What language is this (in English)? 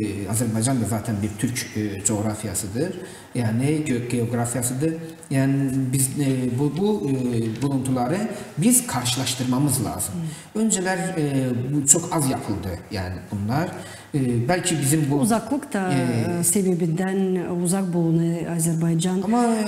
Gagauz